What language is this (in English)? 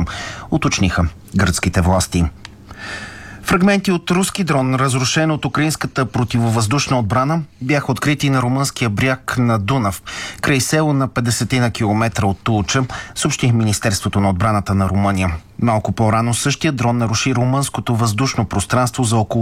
Bulgarian